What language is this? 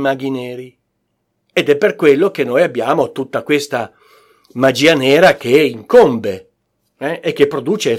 Italian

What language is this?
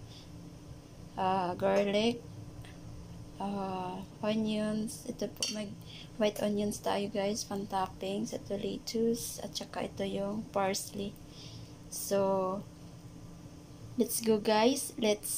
Filipino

